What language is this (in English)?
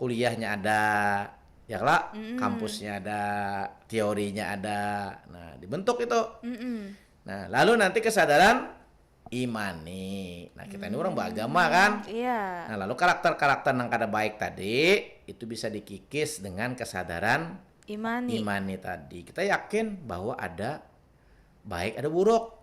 Banjar